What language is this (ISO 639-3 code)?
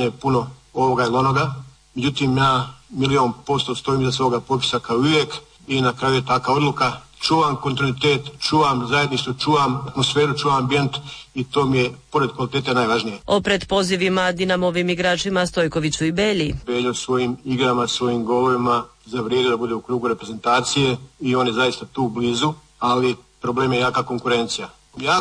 hrv